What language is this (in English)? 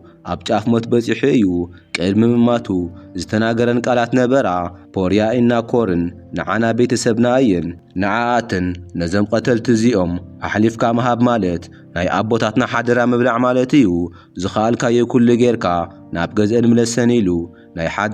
Tigrinya